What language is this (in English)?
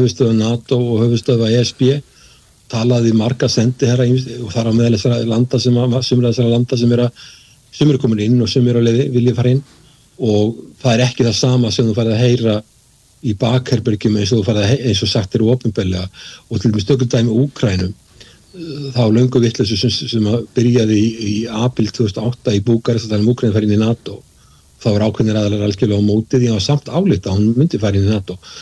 Icelandic